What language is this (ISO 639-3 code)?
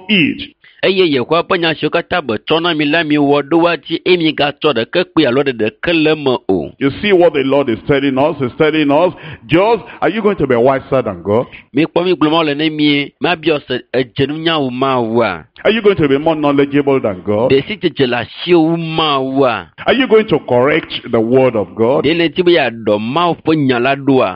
ewe